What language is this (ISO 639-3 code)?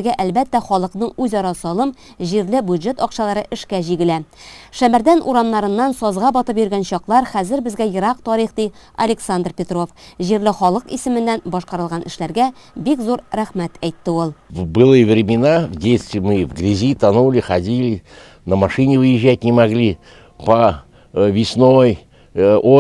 tat